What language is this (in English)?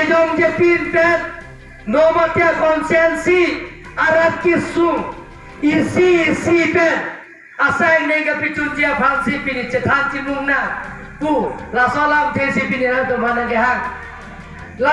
Karbi